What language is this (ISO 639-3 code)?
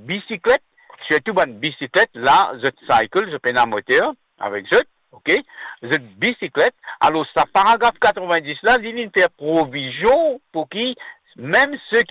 mfe